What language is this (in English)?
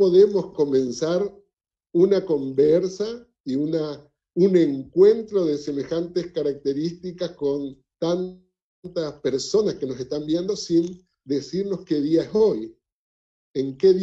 Spanish